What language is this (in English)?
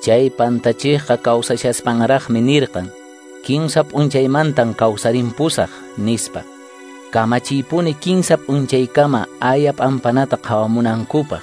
Quechua